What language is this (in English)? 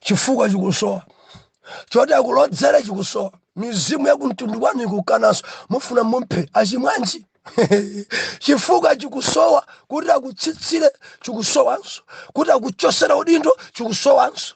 Nyanja